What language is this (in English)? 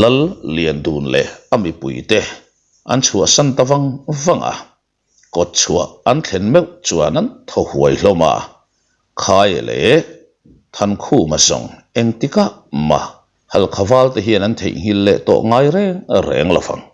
Mizo